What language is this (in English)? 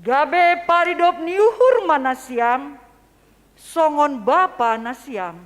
Batak Simalungun